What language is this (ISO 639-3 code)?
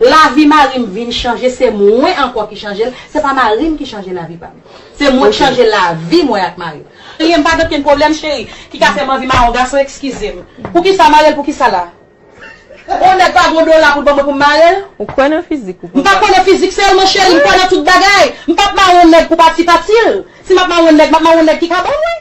hat